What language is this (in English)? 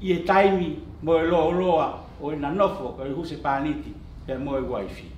Tongan